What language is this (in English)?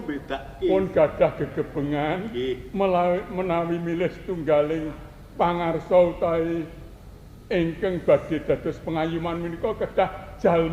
Javanese